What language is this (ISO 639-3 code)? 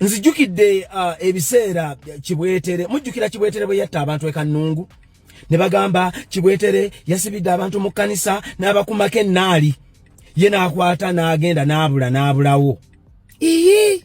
lug